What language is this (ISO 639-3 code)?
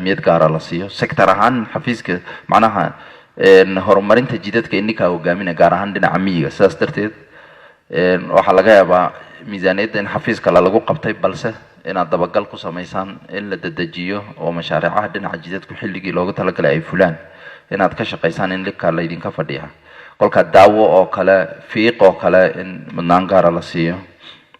som